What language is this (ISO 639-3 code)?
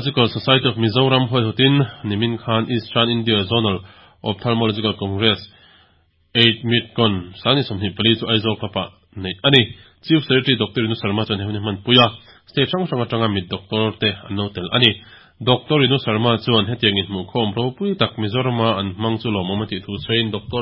lus